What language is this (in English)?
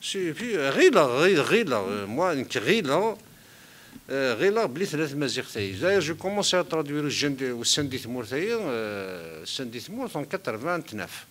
Kabyle